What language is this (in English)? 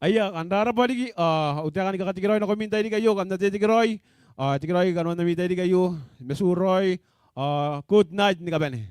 Gilbertese